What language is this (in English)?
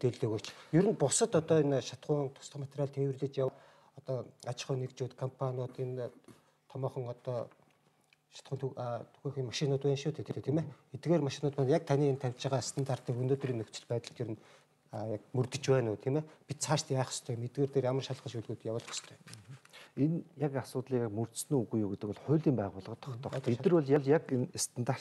Mongolian